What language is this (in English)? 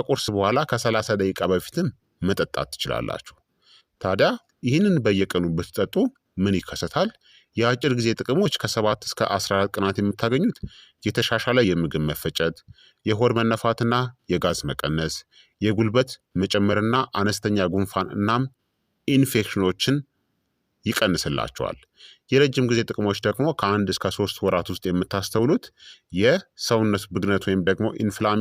Amharic